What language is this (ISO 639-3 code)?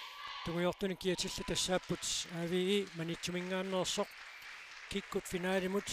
kal